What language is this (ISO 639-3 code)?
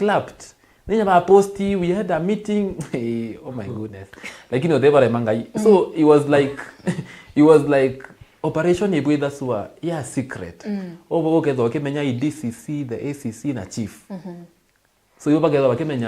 mer